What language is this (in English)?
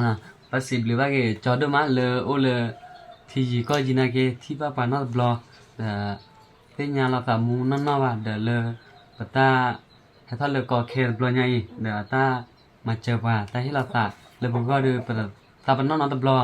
S'gaw Karen